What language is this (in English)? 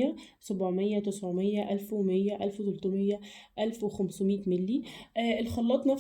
Egyptian Arabic